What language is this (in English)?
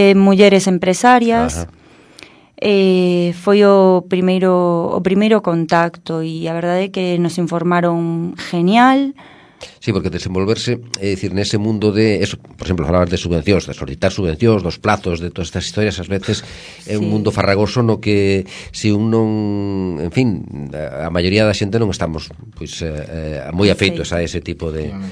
Galician